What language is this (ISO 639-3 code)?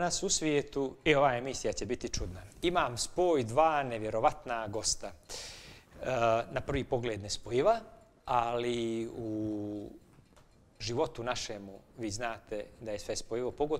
bos